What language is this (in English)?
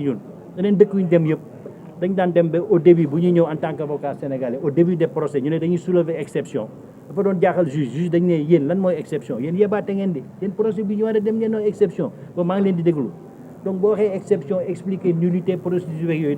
Wolof